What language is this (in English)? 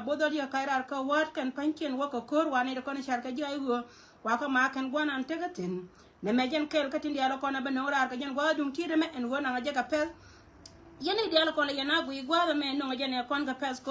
Nuer